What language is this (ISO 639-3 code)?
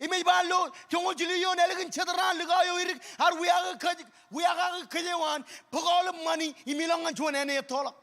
mah